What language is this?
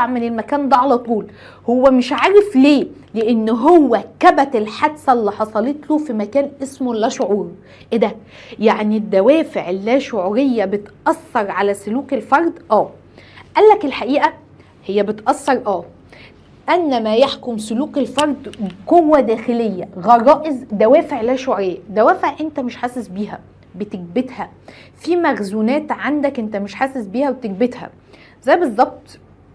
Egyptian Arabic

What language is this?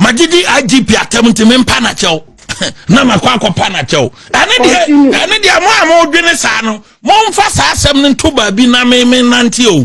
Akan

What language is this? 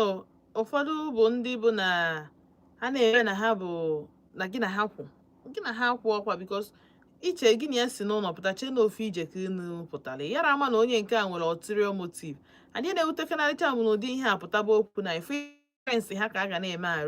Igbo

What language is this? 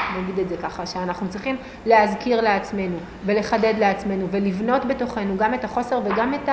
Hebrew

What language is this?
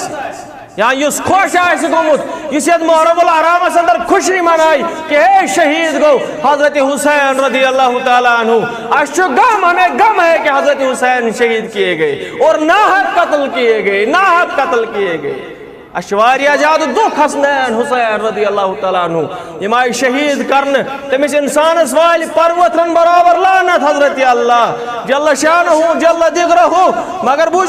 Kashmiri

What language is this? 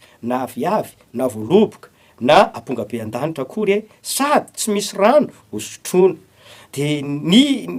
Malagasy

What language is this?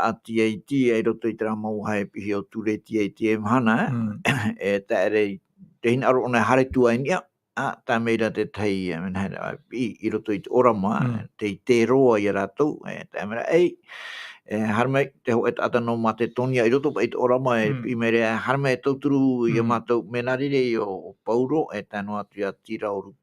Tahitian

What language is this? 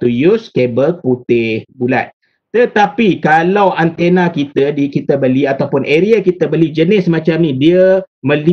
Malay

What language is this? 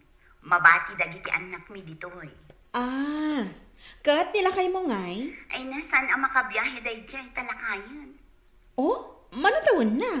Iloko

